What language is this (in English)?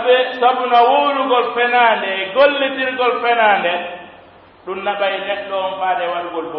Pular